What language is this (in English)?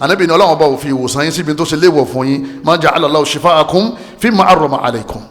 Yoruba